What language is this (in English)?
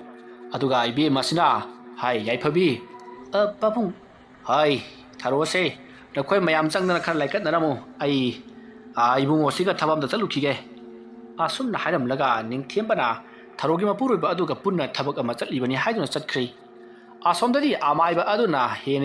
Manipuri